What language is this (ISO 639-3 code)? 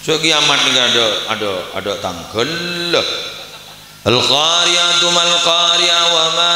mad